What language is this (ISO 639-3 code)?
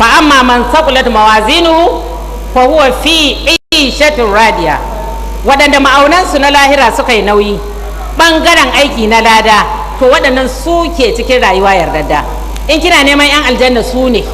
hau